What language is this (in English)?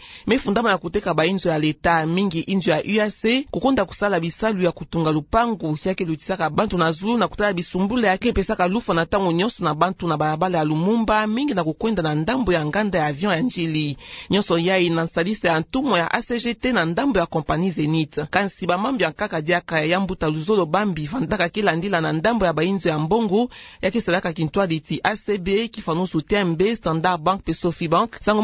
Kituba (Democratic Republic of Congo)